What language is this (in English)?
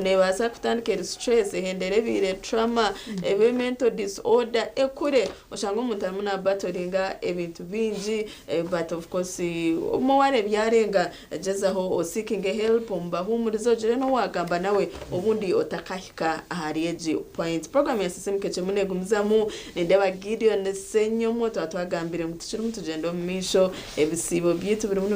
Nyankole